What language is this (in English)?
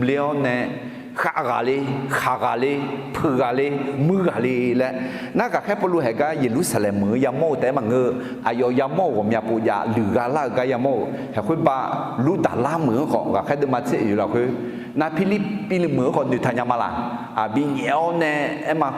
Akha